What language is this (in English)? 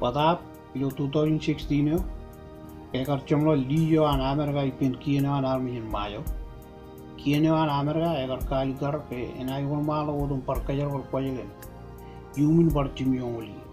Marshallese